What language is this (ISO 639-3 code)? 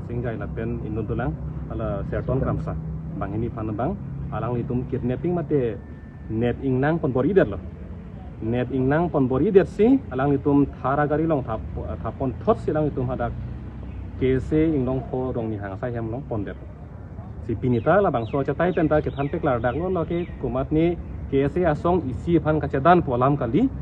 mjw